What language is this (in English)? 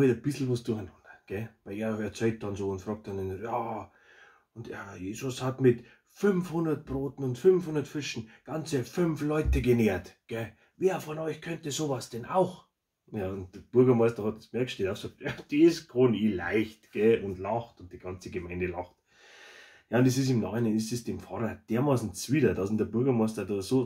Bavarian